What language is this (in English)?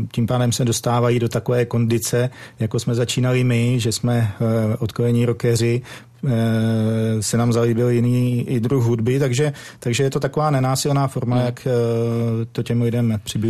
Czech